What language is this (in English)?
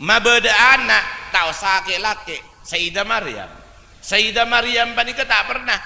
Madurese